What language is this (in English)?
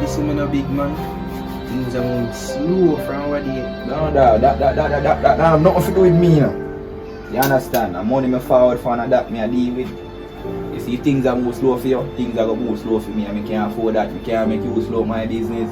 Jamaican Creole English